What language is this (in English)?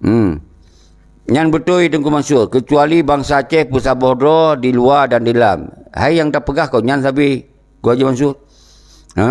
Achinese